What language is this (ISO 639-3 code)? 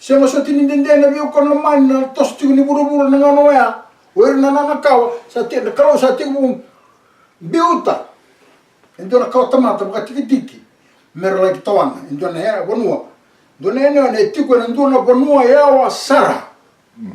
fij